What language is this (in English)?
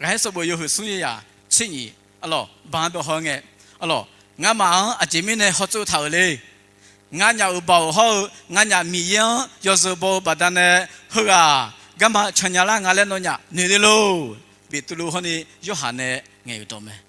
Akha